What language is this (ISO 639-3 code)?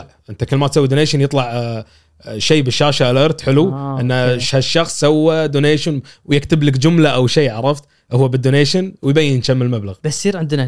afb